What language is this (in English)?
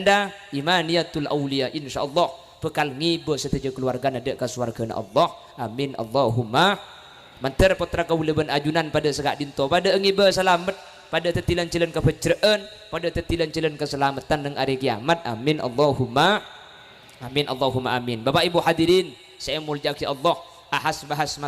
Madurese